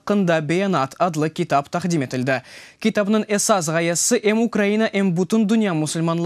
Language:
Crimean Tatar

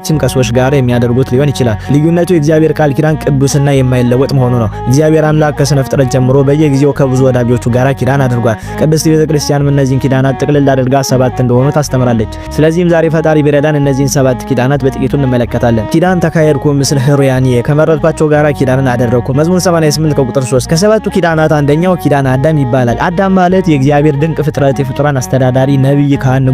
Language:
Amharic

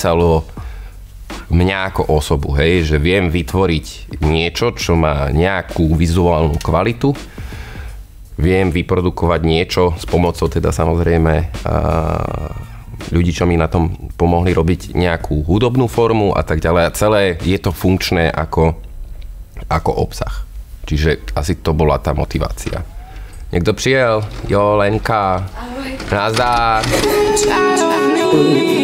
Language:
Slovak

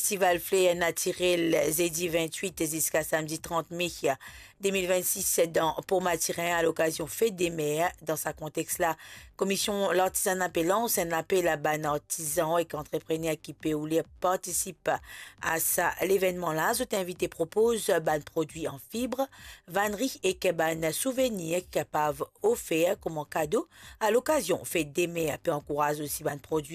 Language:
Morisyen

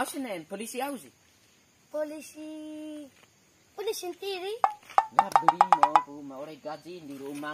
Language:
Bima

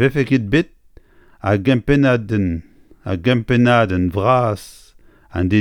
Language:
Breton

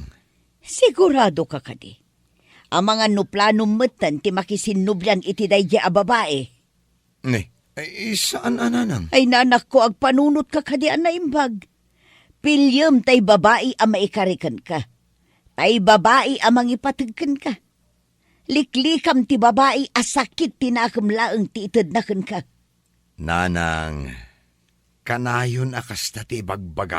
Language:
Iloko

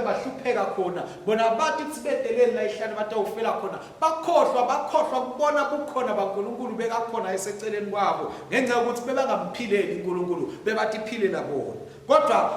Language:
Swati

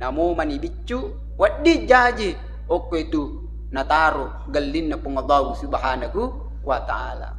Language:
Buginese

